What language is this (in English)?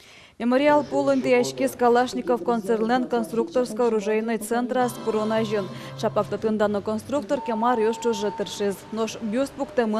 Udmurt